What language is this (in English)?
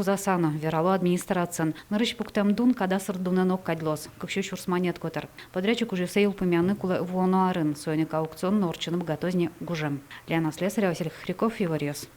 Udmurt